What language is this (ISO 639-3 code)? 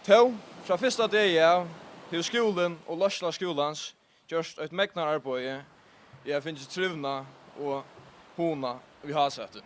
fao